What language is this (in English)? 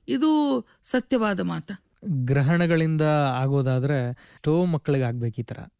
Kannada